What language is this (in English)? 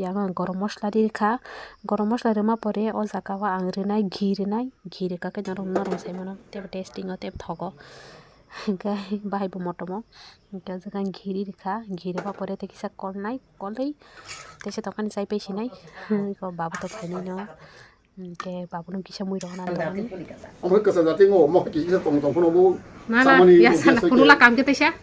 Kok Borok